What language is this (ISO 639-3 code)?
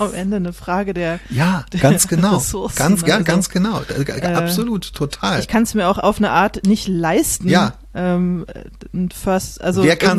deu